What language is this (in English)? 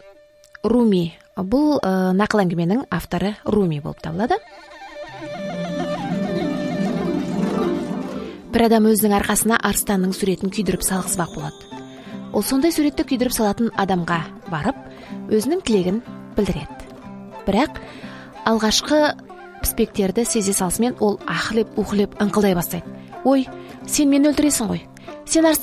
Kazakh